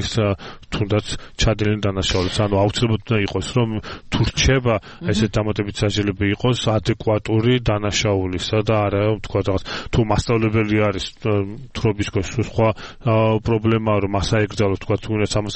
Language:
Georgian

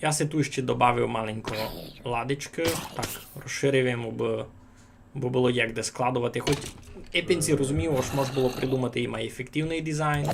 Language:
Rusyn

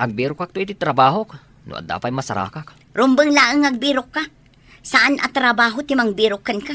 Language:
Iloko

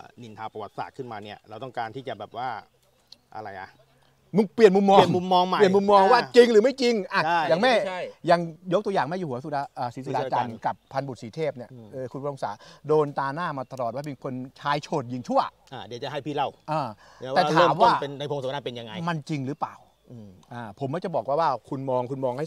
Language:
Thai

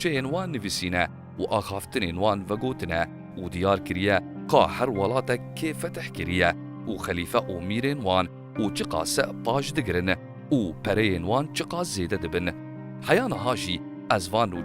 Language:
Kurdish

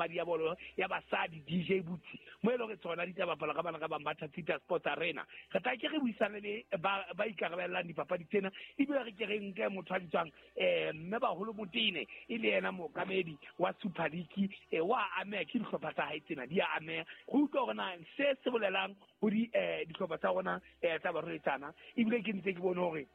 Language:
Southern Sotho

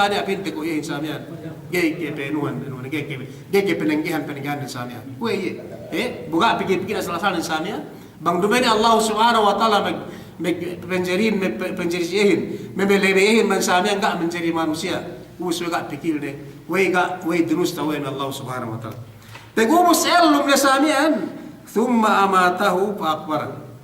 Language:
Yakan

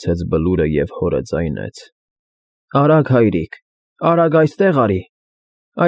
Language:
Armenian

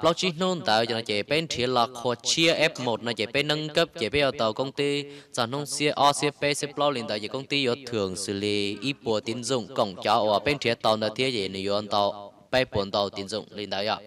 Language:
Hmong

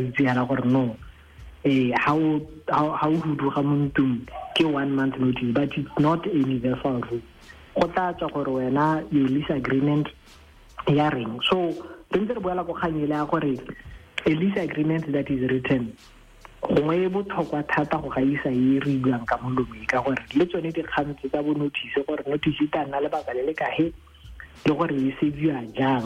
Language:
Tswana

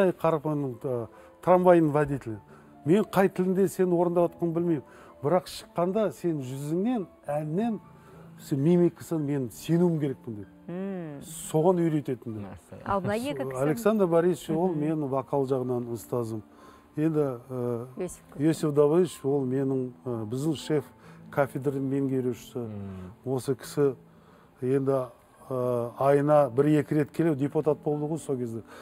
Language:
Kazakh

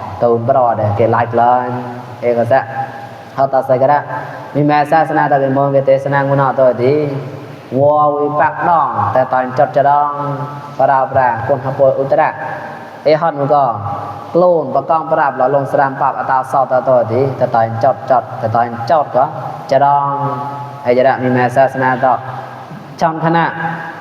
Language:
Mon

